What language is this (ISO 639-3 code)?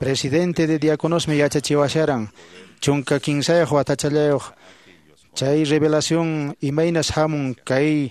que